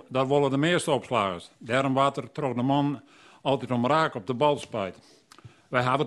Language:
Western Frisian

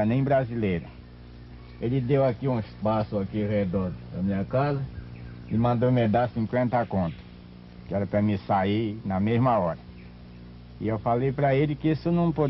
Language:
Portuguese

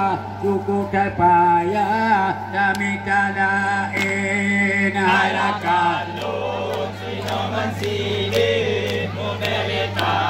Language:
Achinese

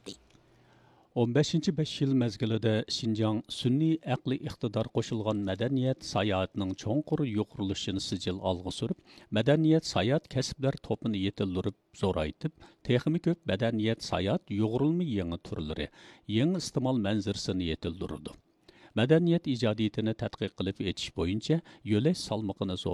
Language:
Uyghur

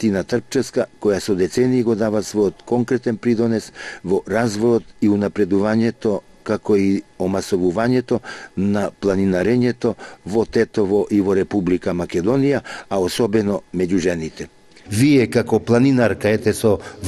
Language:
Macedonian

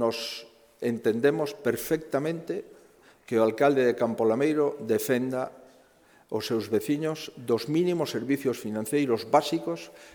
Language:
Galician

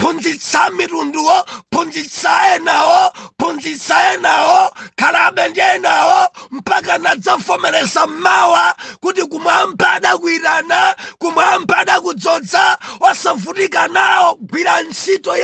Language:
Nyanja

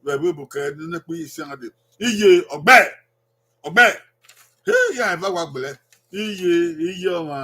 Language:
Bini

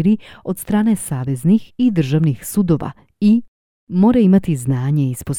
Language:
Croatian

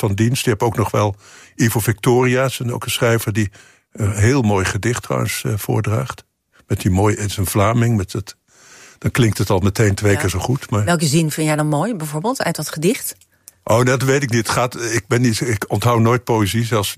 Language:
Dutch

